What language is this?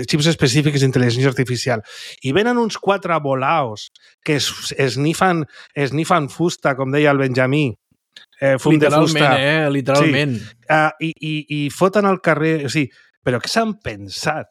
Catalan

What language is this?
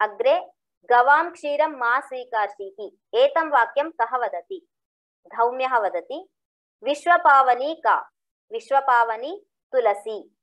Sanskrit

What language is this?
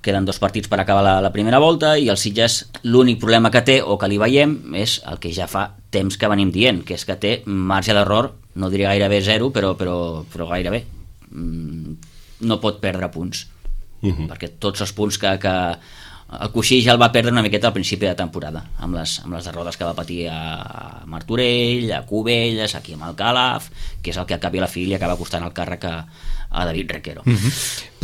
Catalan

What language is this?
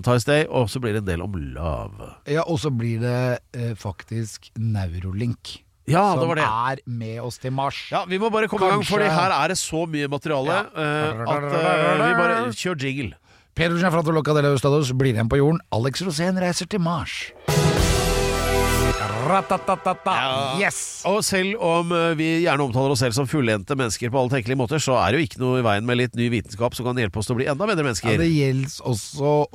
Norwegian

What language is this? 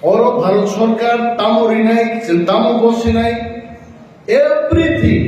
Kok Borok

